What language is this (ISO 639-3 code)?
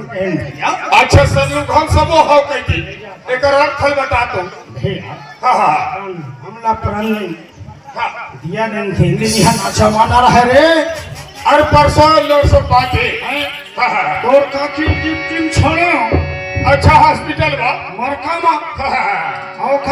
hne